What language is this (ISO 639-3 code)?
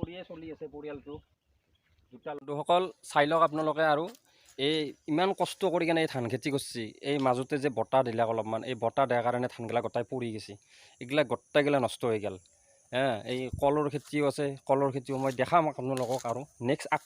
asm